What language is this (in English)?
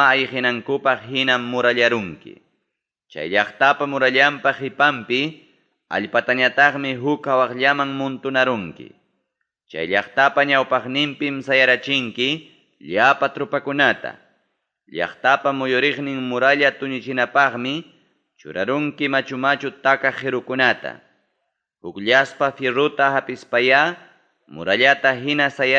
Ayacucho Quechua